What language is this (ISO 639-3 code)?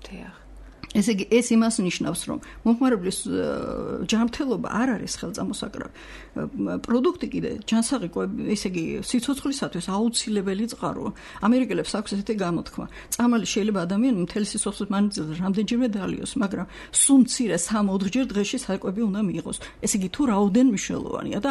kat